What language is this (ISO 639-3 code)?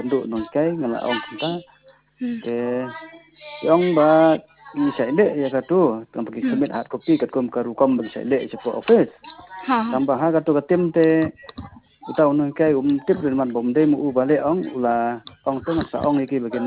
kha